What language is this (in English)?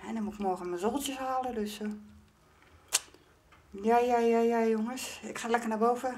Dutch